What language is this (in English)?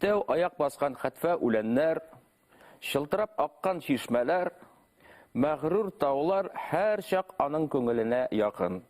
Bashkir